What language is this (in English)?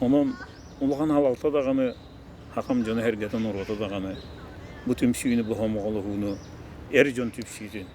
Yakut